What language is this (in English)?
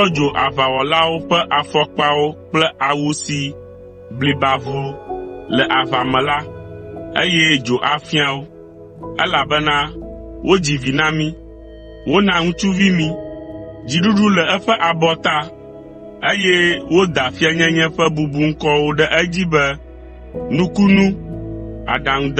Ewe